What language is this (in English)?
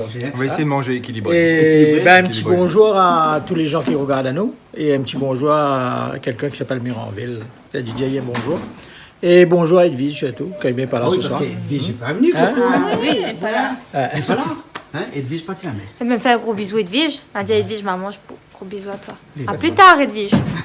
Réunion Creole French